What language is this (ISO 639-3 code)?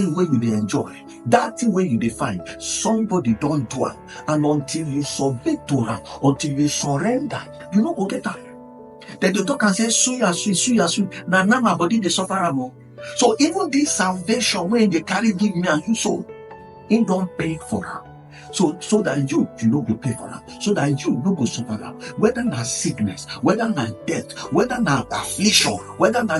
pcm